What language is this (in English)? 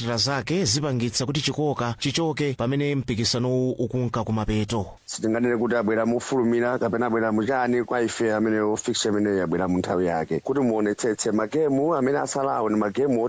Nyanja